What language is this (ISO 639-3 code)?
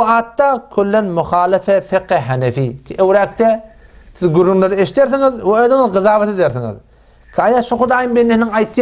tuk